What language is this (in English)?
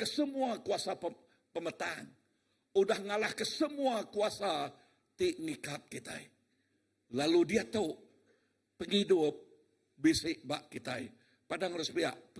Iban